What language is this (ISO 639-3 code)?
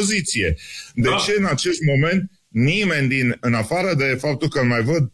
ron